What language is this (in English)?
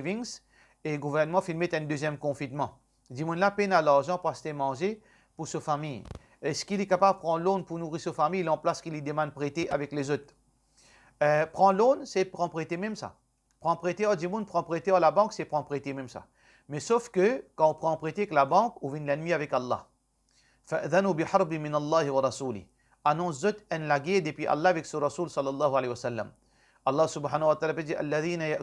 Morisyen